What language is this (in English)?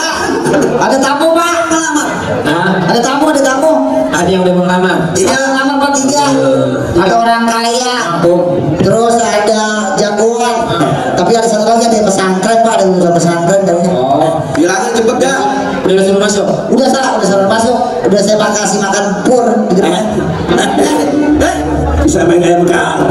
Betawi